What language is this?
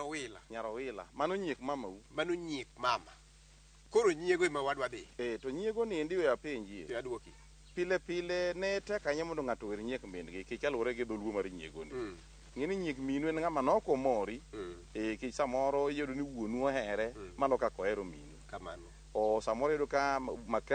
Luo (Kenya and Tanzania)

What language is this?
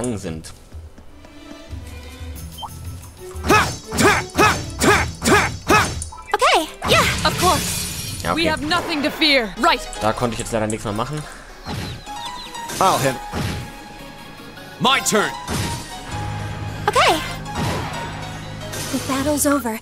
German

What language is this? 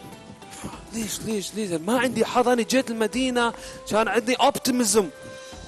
Mesopotamian Arabic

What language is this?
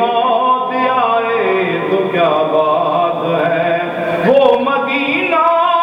Urdu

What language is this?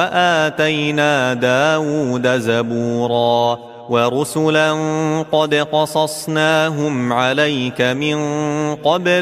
Arabic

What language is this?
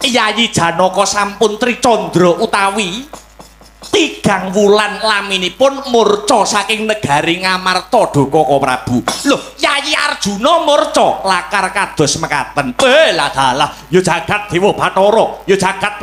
Javanese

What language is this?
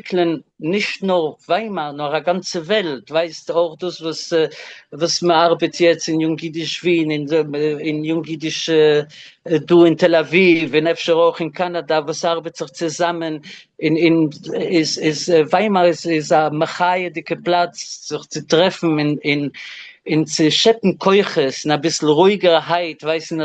Yiddish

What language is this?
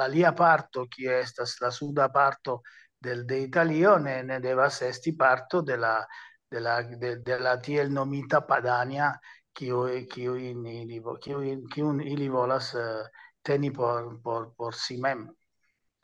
Esperanto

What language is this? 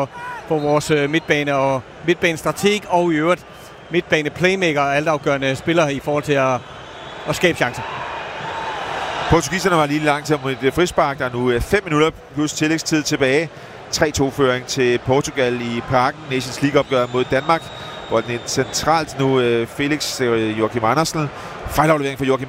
Danish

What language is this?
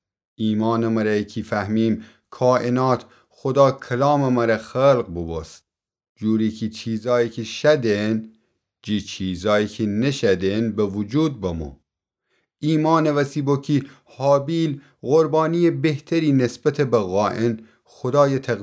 Gilaki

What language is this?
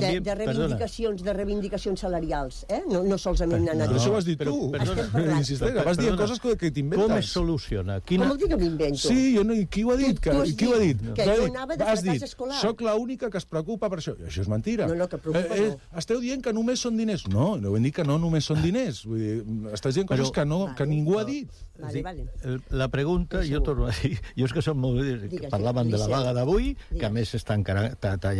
Catalan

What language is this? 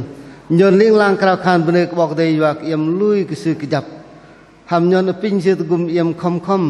Bahnar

